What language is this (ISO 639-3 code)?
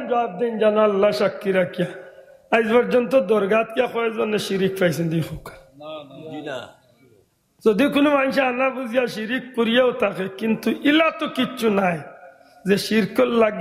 syl